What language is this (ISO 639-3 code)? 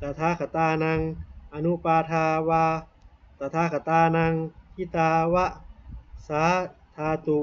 pli